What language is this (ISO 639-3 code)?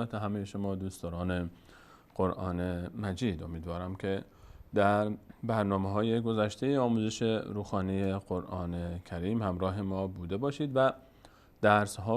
fas